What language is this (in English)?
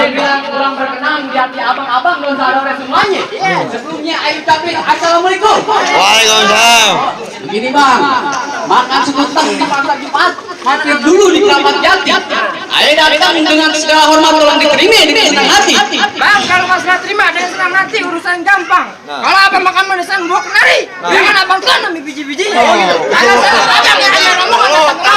Betawi